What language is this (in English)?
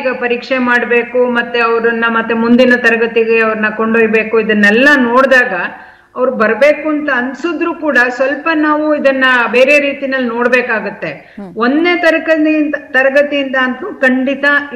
Kannada